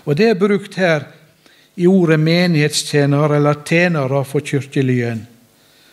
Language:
Norwegian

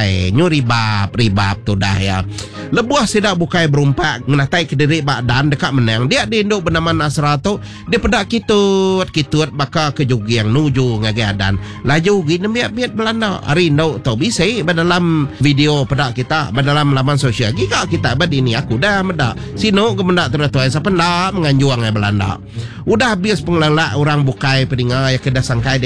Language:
Iban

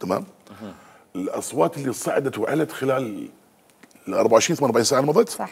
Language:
Mesopotamian Arabic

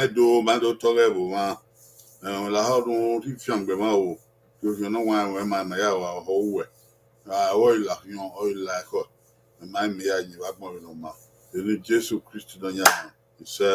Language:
Bini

